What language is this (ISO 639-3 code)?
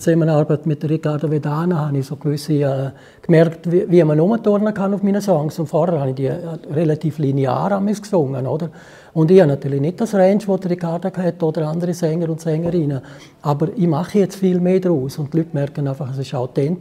gsw